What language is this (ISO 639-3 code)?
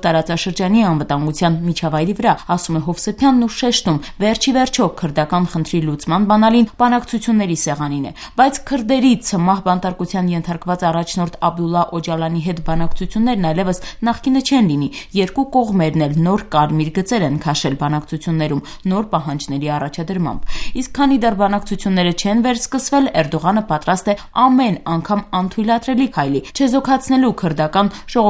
hye